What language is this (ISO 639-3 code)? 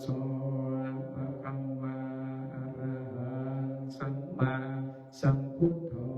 pli